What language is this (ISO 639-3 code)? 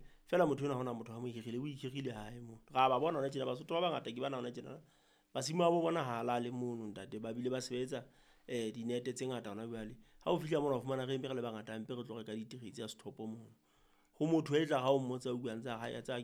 sot